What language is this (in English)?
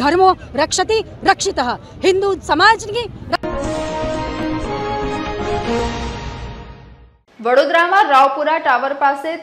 Gujarati